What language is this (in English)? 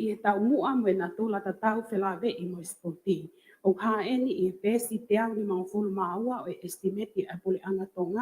Tongan